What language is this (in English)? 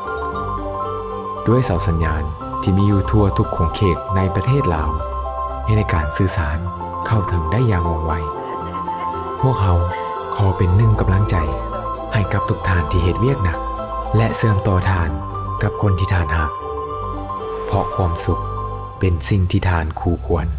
Lao